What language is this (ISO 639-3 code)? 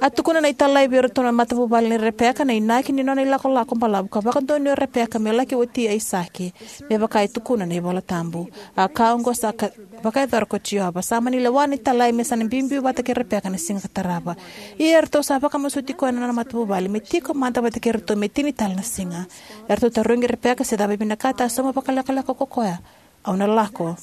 fij